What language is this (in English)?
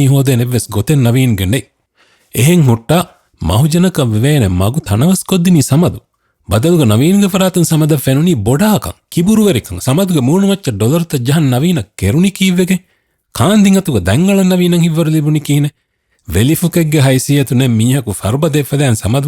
Divehi